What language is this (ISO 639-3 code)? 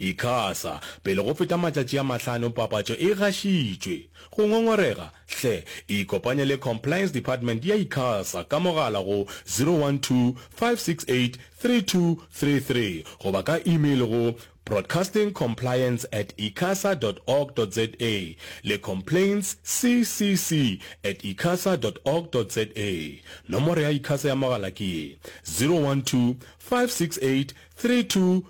nso